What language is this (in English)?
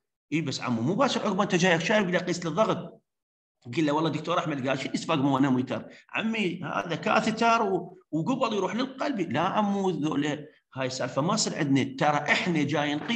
Mesopotamian Arabic